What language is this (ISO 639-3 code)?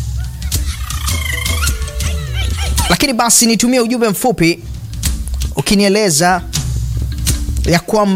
swa